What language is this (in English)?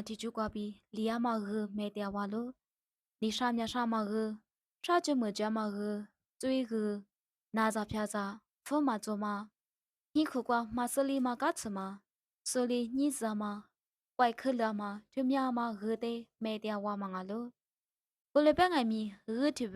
Lisu